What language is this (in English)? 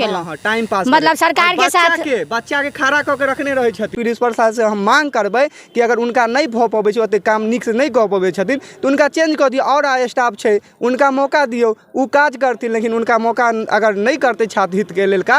Maithili